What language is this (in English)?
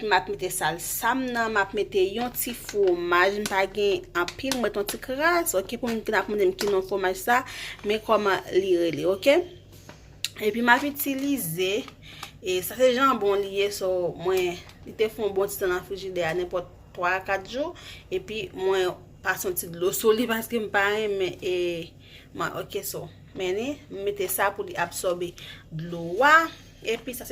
Haitian Creole